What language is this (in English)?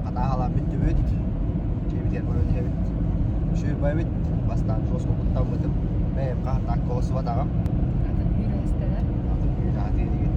Yakut